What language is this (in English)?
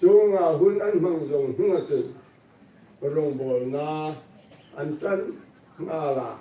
Hmar